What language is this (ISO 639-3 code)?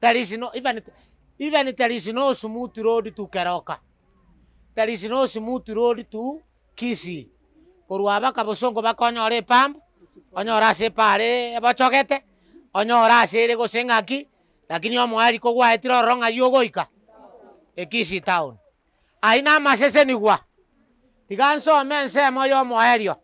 guz